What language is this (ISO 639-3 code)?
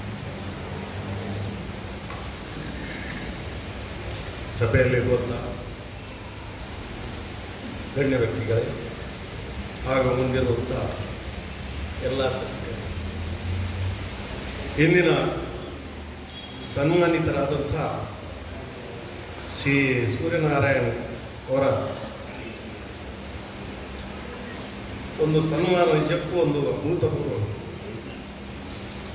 kan